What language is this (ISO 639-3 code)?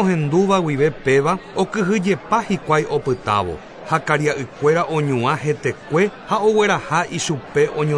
grn